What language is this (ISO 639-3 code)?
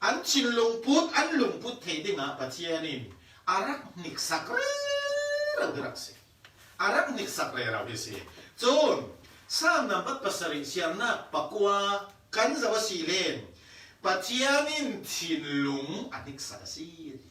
cfm